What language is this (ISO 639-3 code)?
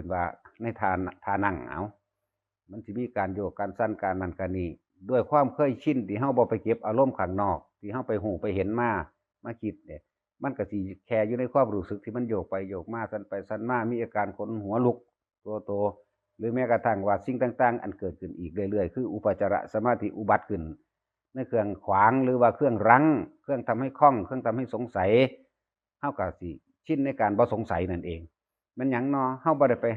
tts